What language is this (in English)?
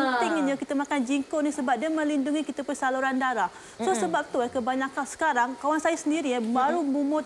Malay